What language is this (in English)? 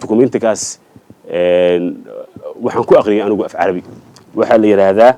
Somali